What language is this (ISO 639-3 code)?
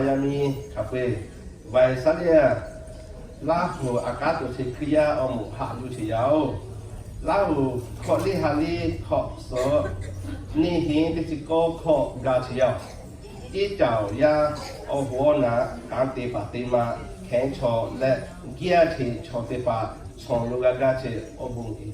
lhu